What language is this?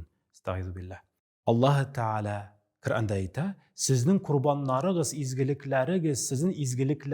Tatar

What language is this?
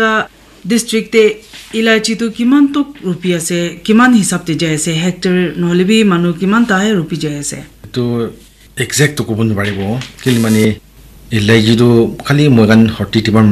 Naga Pidgin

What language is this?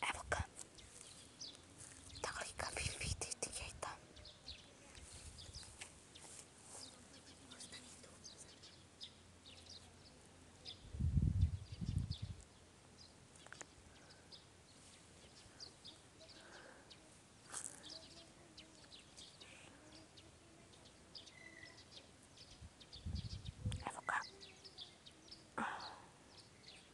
Serbian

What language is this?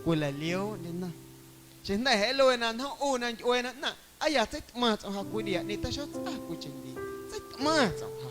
Guerrero Amuzgo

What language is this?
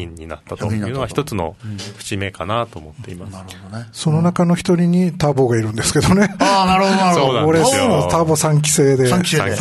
Japanese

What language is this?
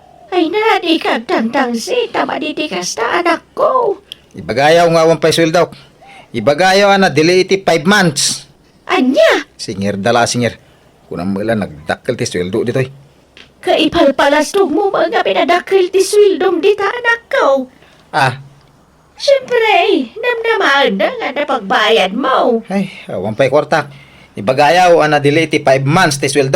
Iloko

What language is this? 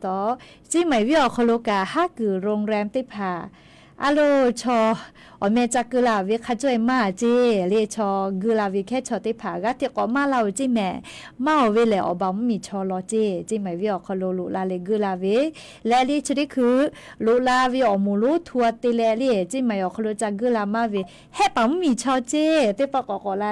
Lahu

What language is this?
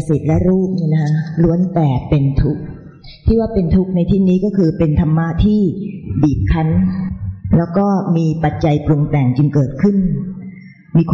Thai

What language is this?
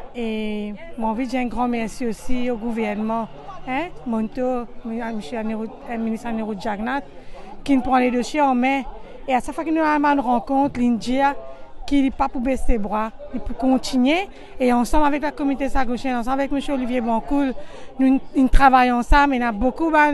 Morisyen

